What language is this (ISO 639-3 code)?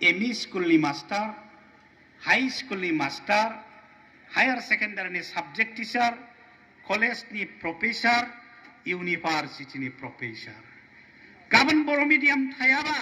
brx